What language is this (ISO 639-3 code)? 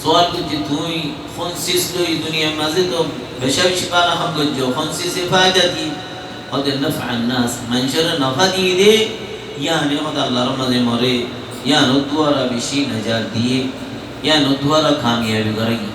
rhg